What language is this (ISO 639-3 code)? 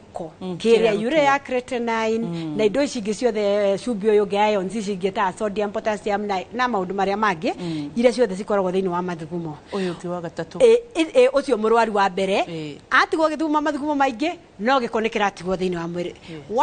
kik